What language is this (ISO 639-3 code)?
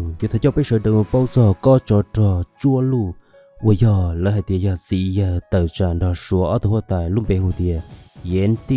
hmn